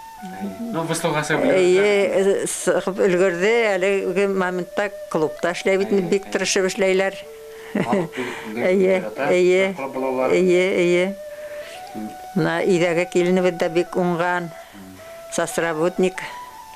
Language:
Bashkir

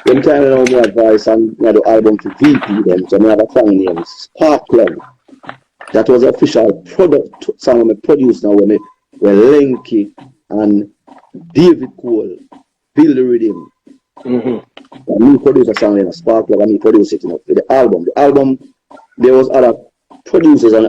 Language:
Jamaican Creole English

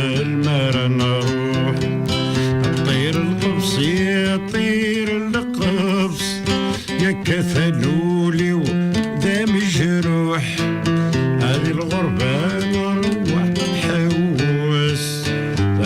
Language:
Kabyle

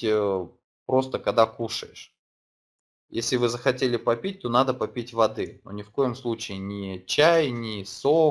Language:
Russian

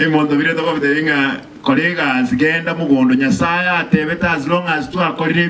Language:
Gusii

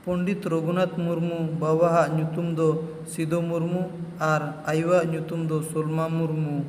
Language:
Santali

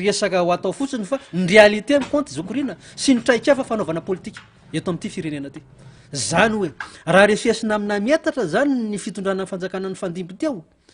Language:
Malagasy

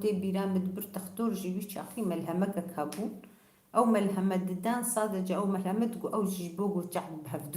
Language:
Kurdish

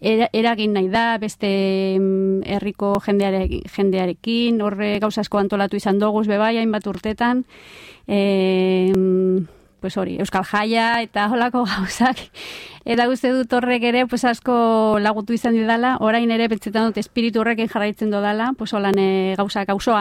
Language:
Basque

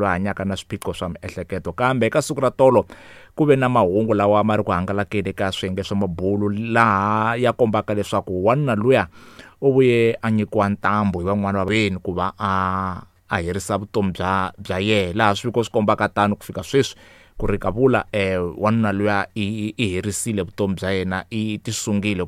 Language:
Tsonga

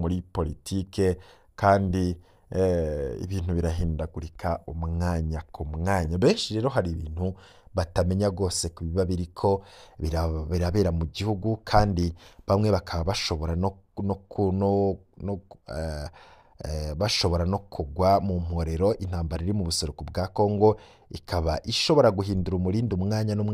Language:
Rundi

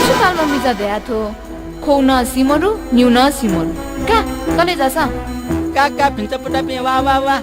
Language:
Newari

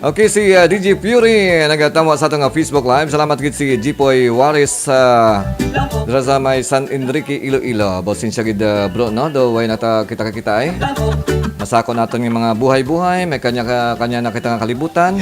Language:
Hiligaynon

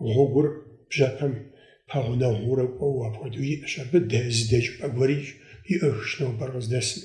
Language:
Kabardian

